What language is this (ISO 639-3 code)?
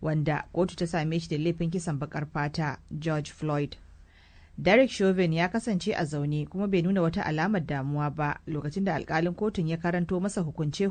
hau